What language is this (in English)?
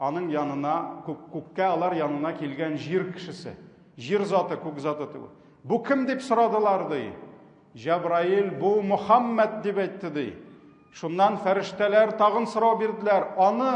Tatar